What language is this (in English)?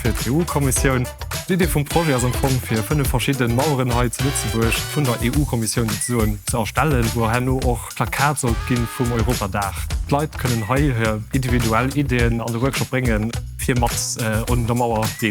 Luxembourgish